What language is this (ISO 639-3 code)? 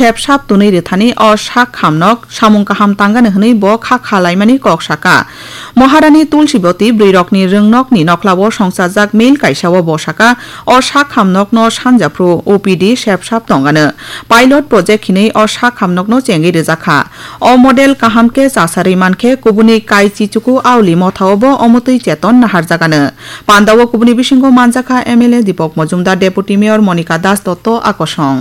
trp